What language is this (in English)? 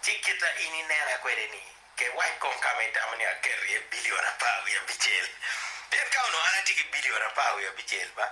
Acoli